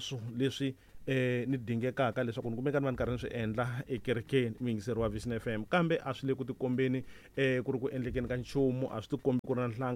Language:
Tsonga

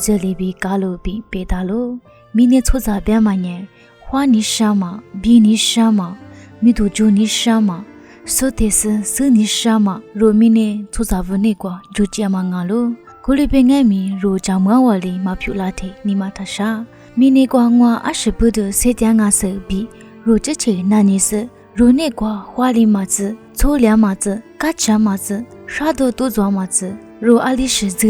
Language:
Lisu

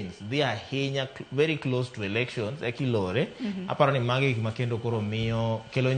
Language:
Luo (Kenya and Tanzania)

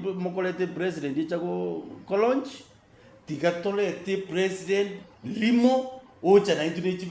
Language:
Gusii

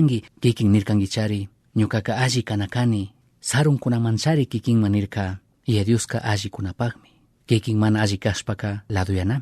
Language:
Chimborazo Highland Quichua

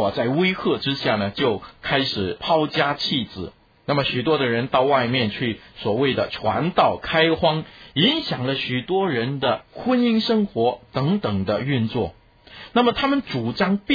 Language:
Chinese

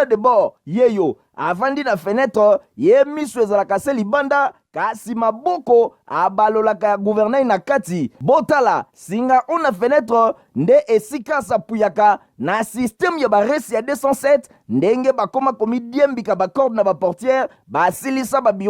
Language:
Lingala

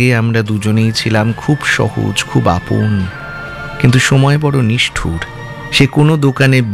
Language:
Bangla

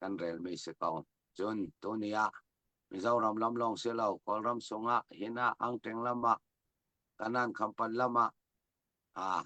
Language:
Falam Chin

